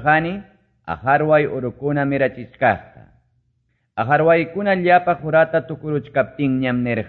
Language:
Quechua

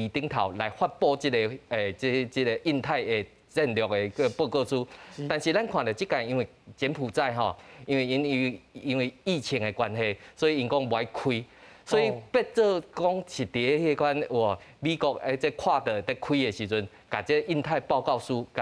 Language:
Min Nan Chinese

